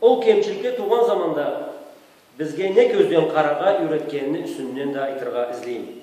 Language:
Karachay-Balkar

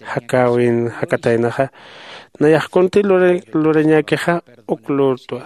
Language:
Aymara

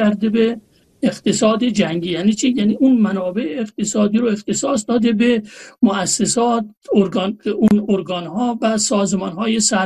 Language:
Persian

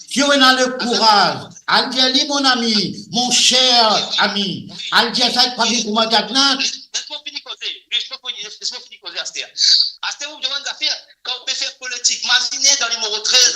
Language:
Morisyen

